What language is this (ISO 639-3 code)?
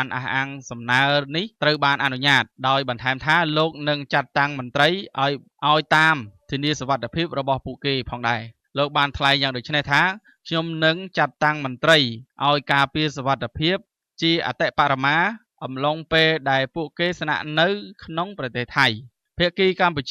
khm